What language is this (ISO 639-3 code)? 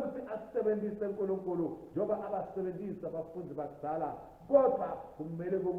ssw